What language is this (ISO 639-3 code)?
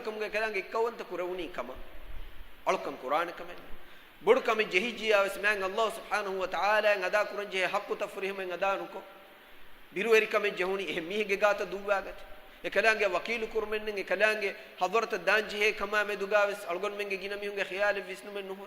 div